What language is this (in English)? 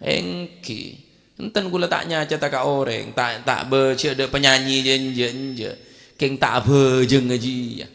Madurese